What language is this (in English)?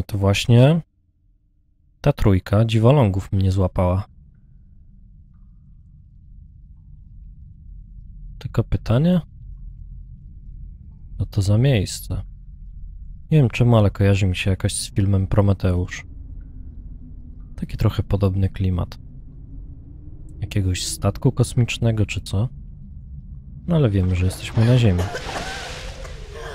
Polish